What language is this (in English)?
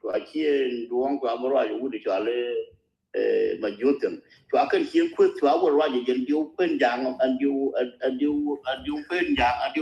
Nuer